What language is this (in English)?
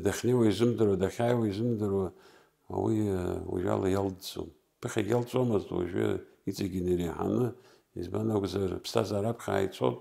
Abkhazian